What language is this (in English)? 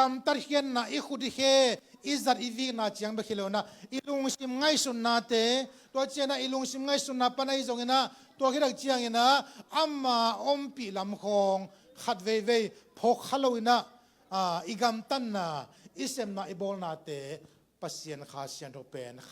Tedim Chin